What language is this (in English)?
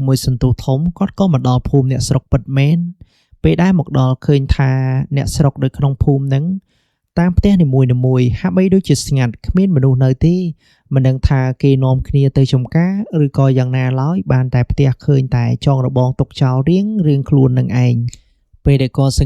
Khmer